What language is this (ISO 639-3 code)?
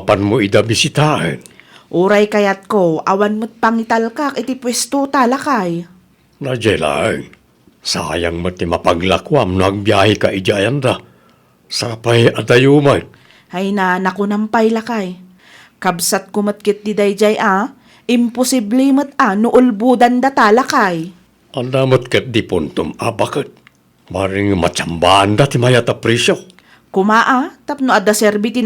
ilo